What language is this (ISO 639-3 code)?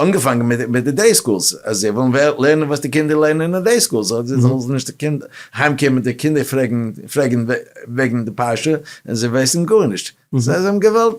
yid